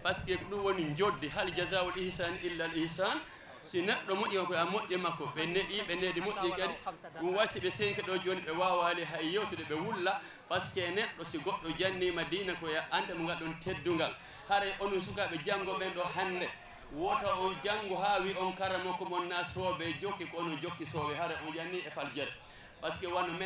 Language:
Fula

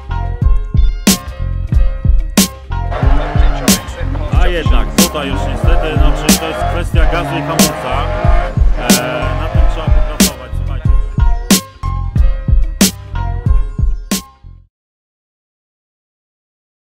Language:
Polish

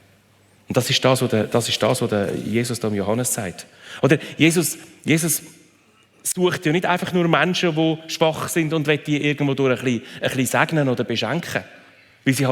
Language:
Swiss German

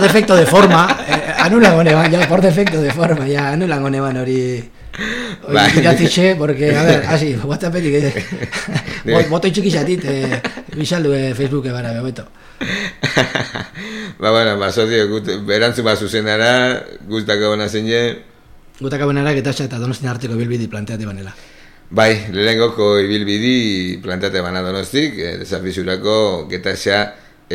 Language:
Basque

